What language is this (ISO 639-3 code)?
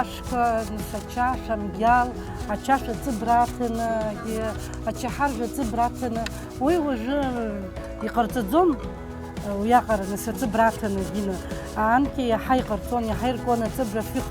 abk